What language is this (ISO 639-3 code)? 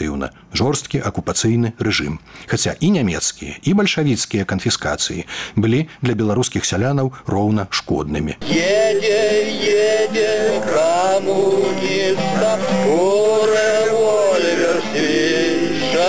bel